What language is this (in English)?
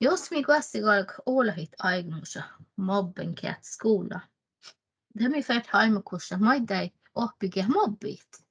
Northern Sami